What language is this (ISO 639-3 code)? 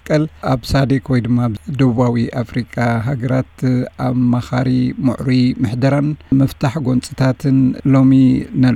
tir